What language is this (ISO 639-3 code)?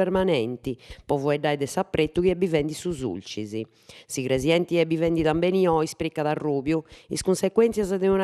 srd